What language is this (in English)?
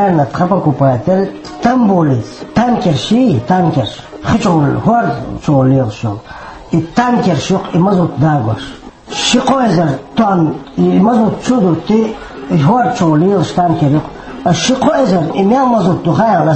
Chechen